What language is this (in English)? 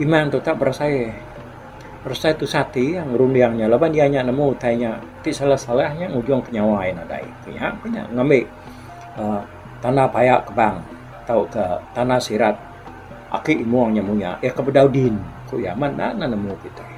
Iban